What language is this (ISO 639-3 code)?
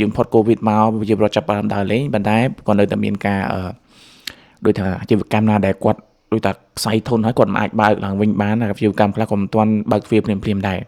khm